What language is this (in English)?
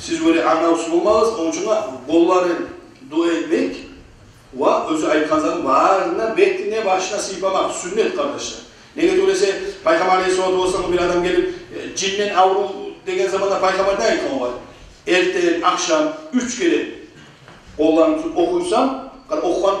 Kumyk